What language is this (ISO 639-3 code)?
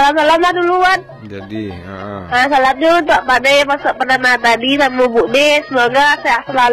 min